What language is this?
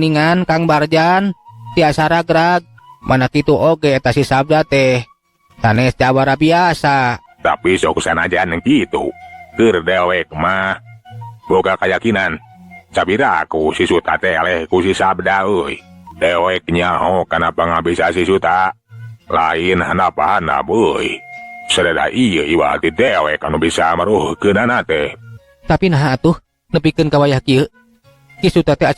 Sundanese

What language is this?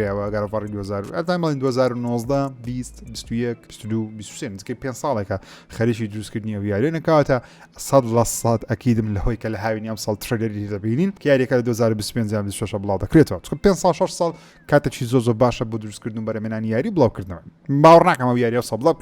Central Kurdish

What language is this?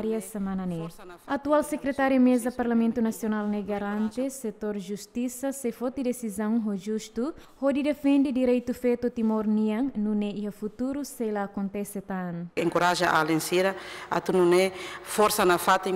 Tetum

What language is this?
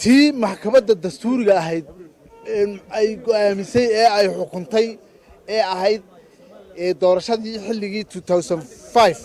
Somali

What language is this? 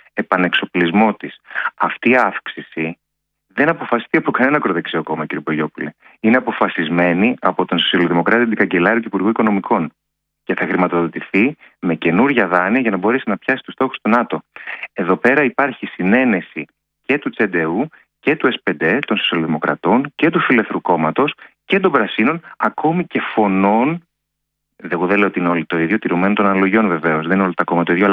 Greek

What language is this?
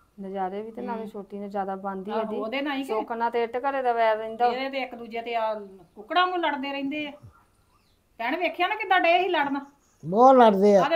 Punjabi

